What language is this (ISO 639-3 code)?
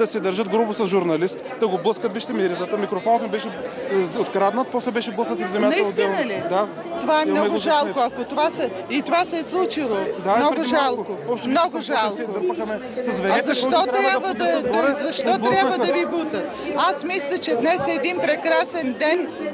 bul